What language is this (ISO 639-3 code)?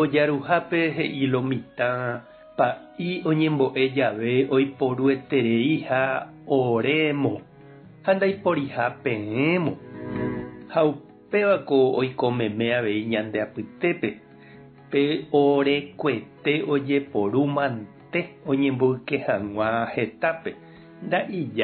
grn